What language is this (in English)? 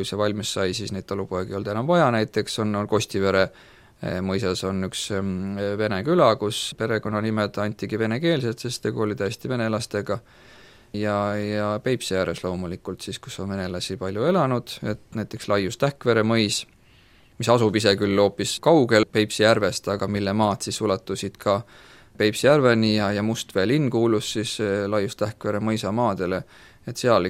Estonian